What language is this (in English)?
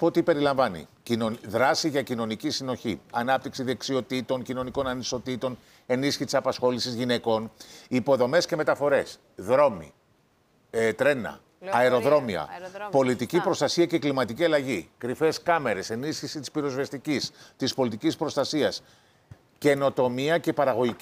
Greek